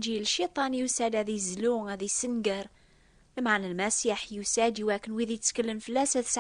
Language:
Kabyle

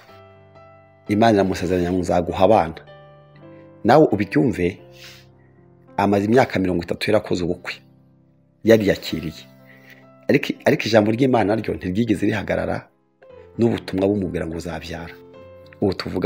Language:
Kinyarwanda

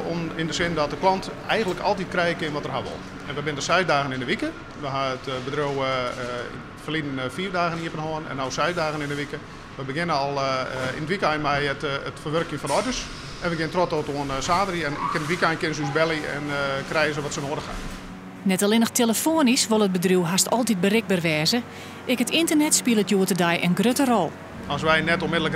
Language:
Western Frisian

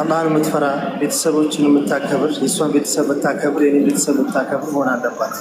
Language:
Amharic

